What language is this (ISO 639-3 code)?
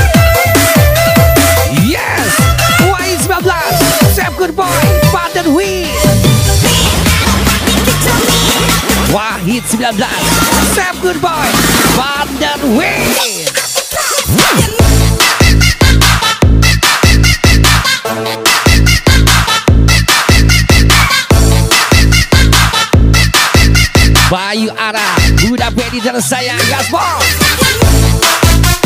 ind